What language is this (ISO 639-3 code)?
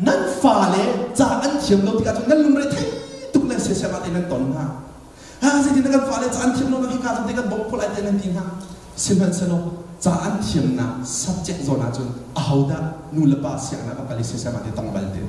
cnh